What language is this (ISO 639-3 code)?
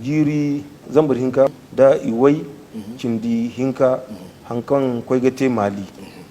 dje